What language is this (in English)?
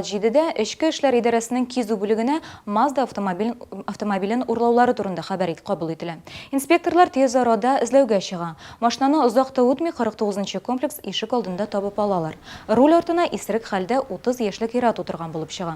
Tatar